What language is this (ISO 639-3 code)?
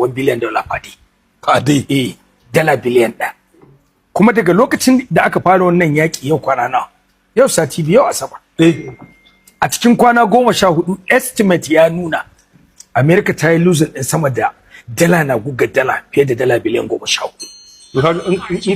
hau